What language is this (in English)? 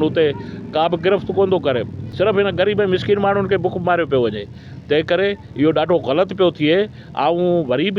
Sindhi